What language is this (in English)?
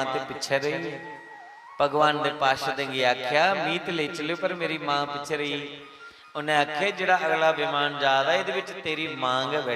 Dogri